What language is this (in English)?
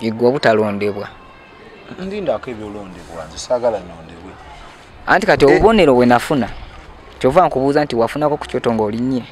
Ganda